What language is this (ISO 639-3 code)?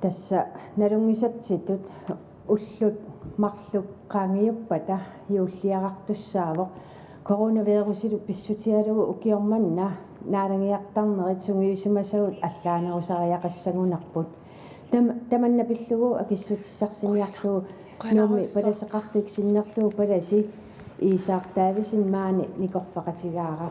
kal